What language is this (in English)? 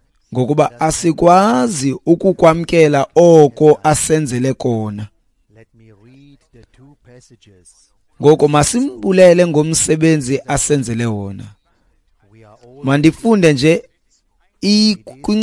Xhosa